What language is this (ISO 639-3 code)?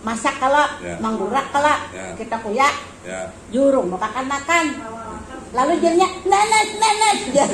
bjn